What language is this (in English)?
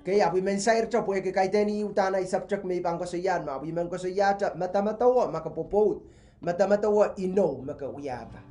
Pohnpeian